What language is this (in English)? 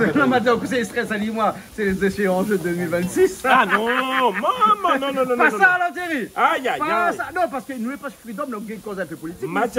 Réunion Creole French